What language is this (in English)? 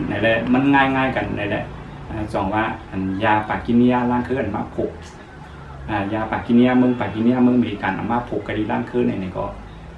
Shan